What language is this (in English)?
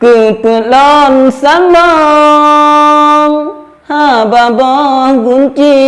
Achinese